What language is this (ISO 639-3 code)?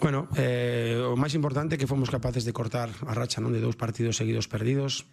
glg